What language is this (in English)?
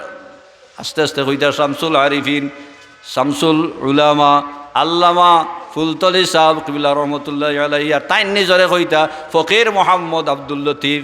Sylheti